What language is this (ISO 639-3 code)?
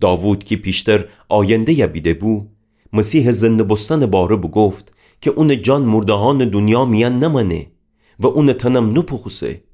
glk